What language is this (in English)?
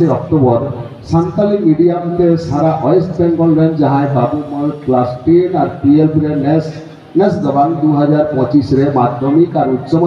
Santali